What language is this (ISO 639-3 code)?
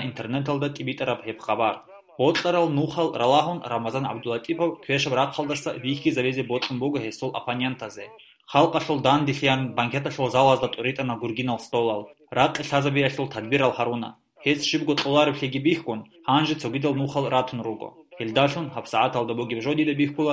ava